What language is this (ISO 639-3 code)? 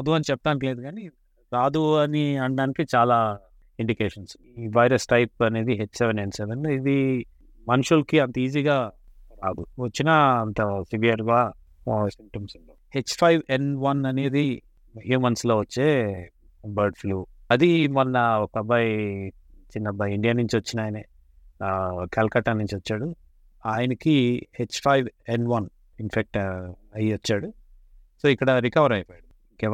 tel